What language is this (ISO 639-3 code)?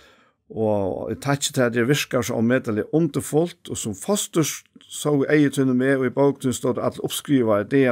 fao